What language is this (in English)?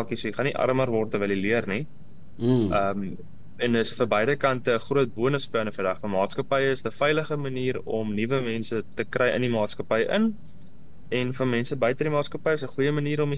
Afrikaans